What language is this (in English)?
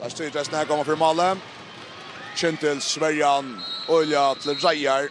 Faroese